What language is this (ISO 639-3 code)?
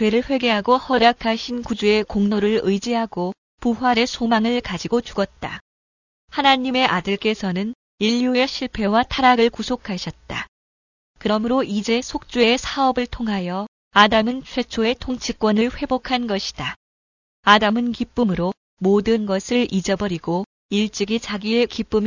kor